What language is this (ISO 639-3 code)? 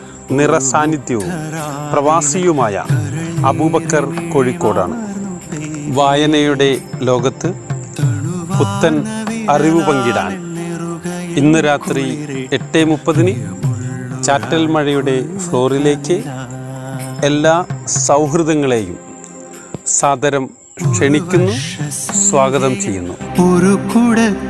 mal